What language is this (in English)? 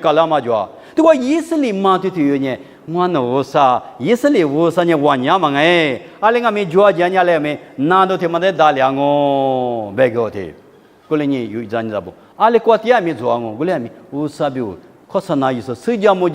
Lisu